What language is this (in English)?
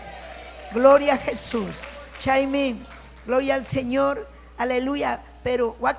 Ayacucho Quechua